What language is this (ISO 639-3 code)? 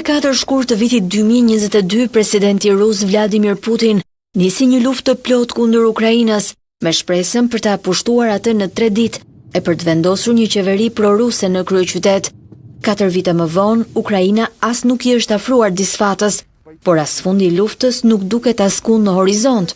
sqi